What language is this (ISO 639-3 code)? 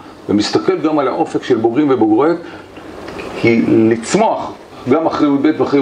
heb